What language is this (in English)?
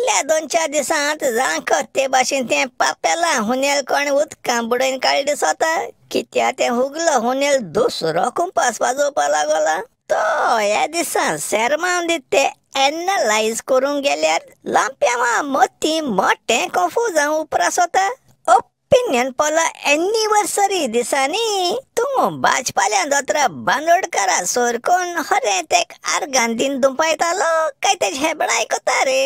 Konkani